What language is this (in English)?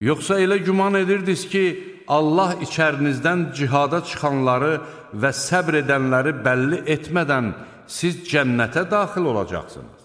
Azerbaijani